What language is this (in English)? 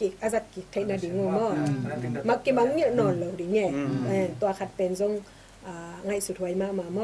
Tedim Chin